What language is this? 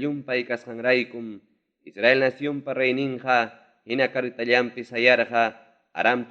Ayacucho Quechua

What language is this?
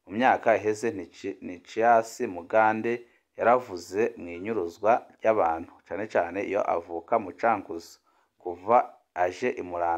Rundi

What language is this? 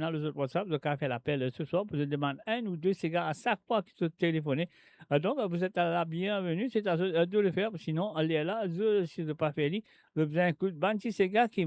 Morisyen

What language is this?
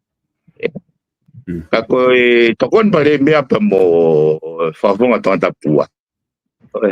Tongan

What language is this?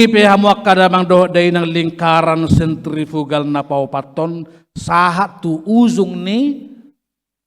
Batak Toba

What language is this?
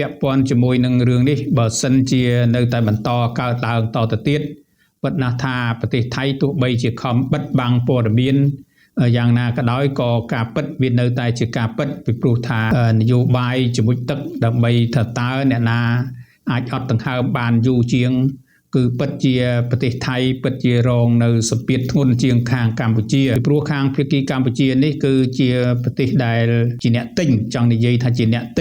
Khmer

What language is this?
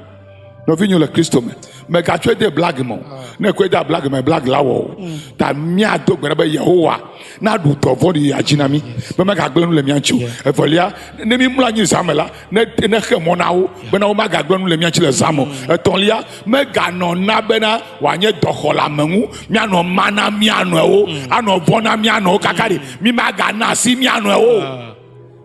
Ewe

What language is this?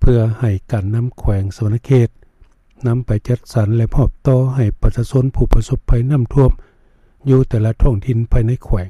Lao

